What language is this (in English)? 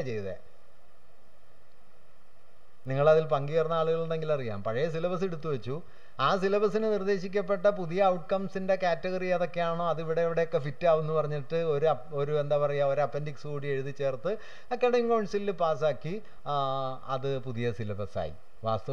Malayalam